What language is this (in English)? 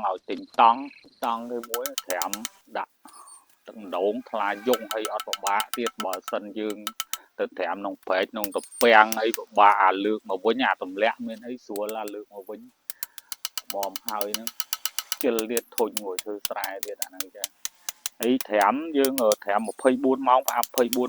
Khmer